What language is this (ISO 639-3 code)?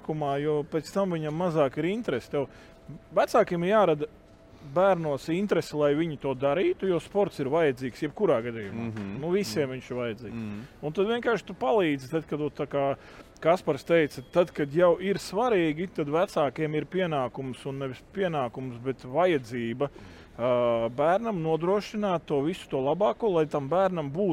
lav